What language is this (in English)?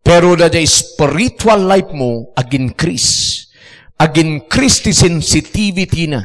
Iloko